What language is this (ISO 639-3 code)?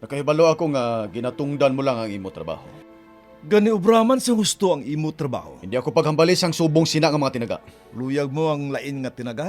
hil